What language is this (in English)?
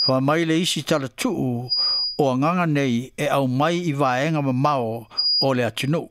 Samoan